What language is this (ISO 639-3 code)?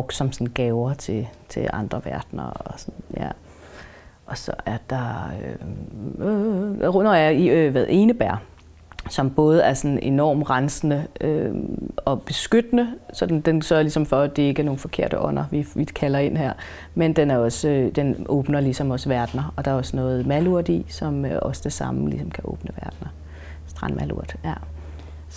dan